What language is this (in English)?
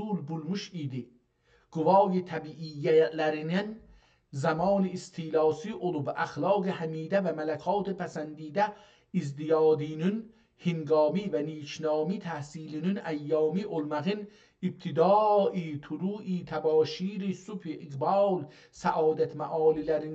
South Azerbaijani